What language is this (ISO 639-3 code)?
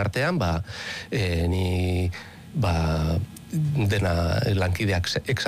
eus